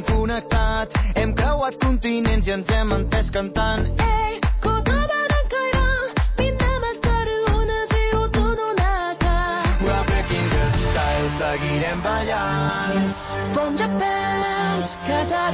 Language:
Catalan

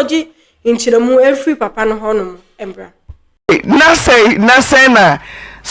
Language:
Akan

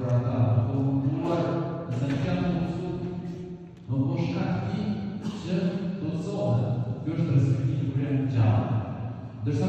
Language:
Albanian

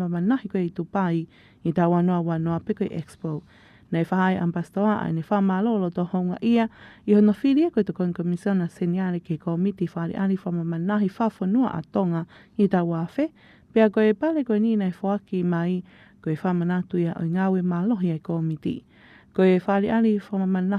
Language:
Tongan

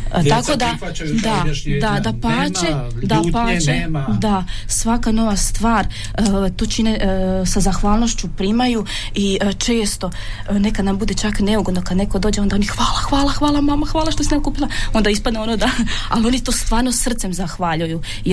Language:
Croatian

